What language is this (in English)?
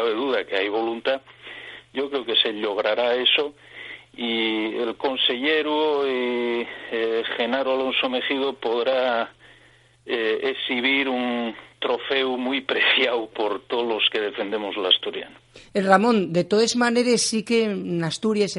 Asturian